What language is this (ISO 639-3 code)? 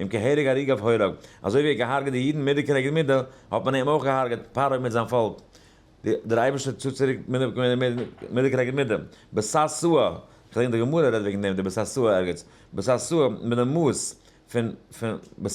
yid